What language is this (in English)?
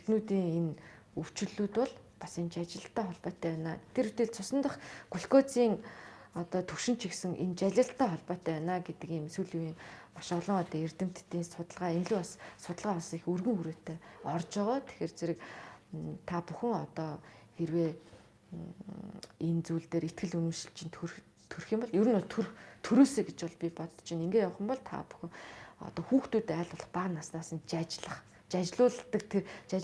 Mongolian